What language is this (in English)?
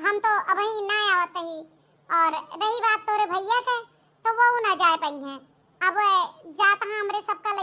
Awadhi